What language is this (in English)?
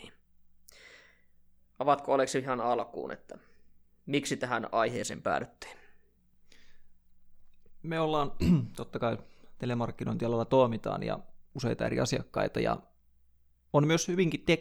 Finnish